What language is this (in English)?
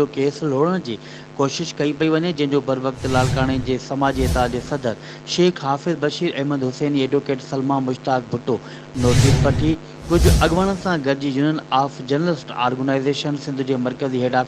Sindhi